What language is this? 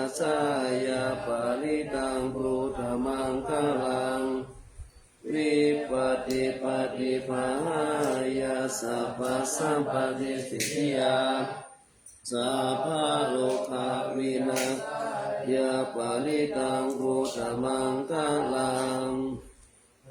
Pali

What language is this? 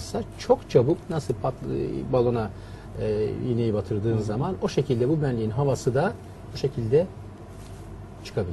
Turkish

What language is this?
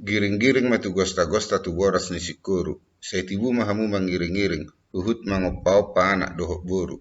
Batak Toba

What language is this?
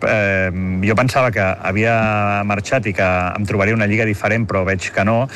Catalan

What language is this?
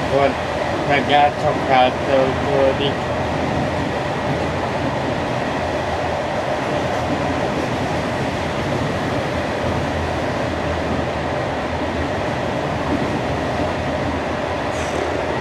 Hungarian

